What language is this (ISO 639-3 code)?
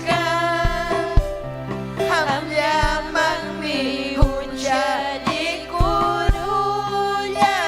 quy